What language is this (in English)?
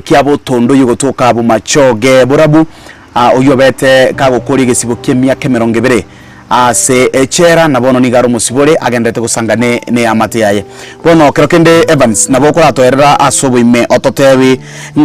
Gusii